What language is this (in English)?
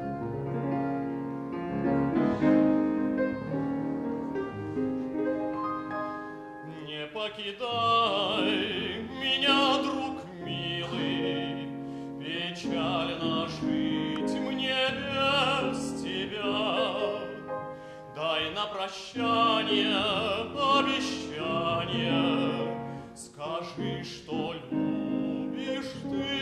Russian